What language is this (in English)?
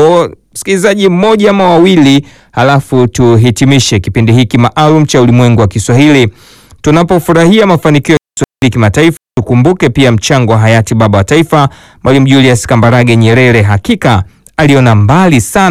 Swahili